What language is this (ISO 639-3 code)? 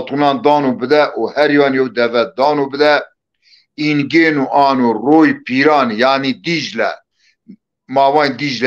zza